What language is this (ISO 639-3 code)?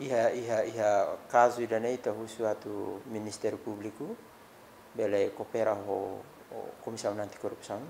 tet